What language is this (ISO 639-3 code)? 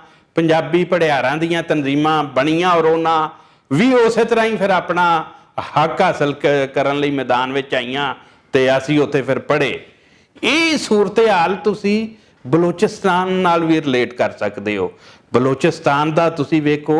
lah